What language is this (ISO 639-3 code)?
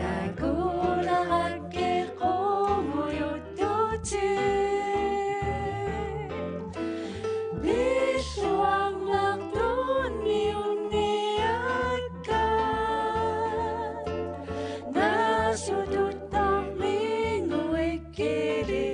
kal